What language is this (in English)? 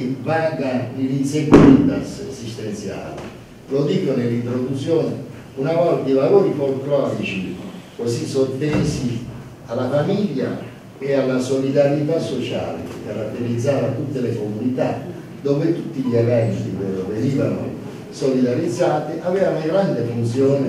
Italian